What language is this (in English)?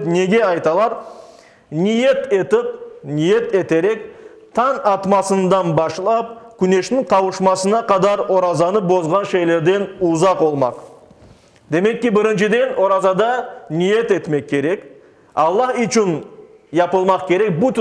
Crimean Tatar